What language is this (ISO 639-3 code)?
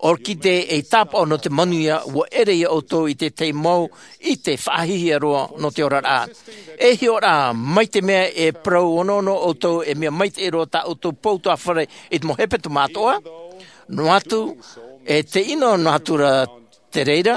tah